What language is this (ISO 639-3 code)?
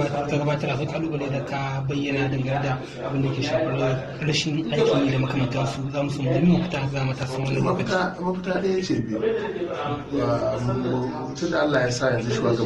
hau